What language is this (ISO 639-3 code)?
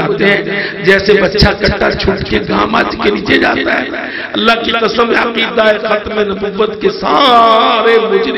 urd